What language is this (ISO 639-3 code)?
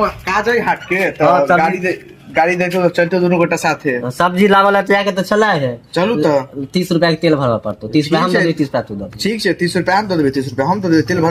mai